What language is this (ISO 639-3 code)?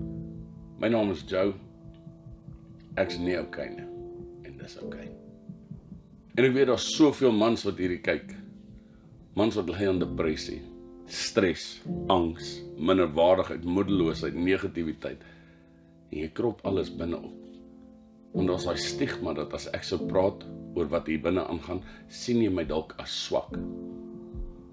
afr